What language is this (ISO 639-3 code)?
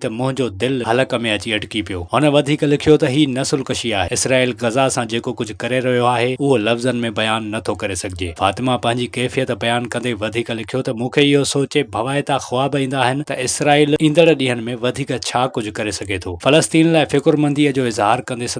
snd